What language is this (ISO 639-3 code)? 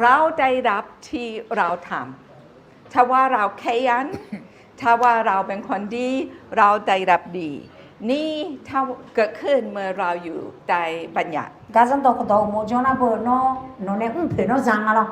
ahk